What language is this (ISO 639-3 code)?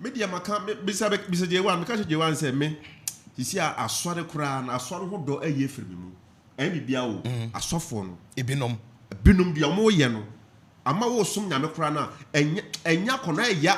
aka